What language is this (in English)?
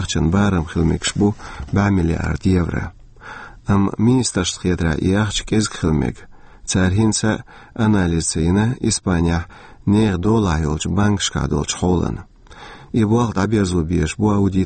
Chechen